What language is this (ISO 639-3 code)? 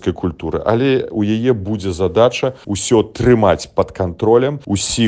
bel